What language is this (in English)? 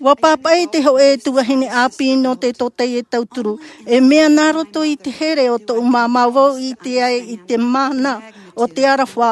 Tahitian